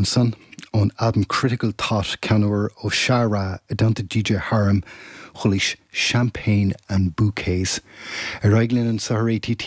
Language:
Irish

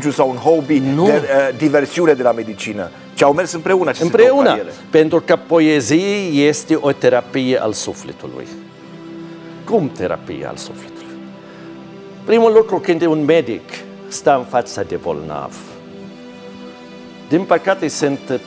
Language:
Romanian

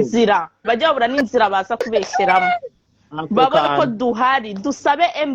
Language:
Kinyarwanda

